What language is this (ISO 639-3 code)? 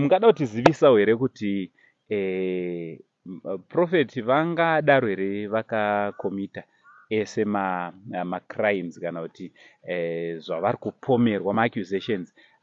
sna